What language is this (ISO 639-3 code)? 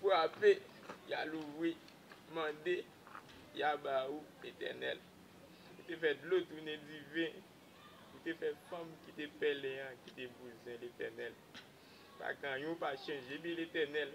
hat